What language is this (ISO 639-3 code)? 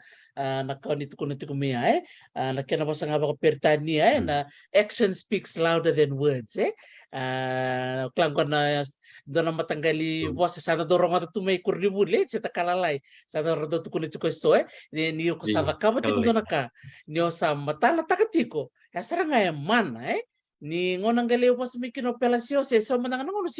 fij